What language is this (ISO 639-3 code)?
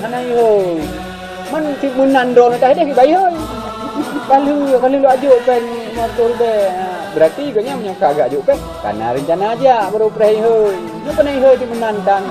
ace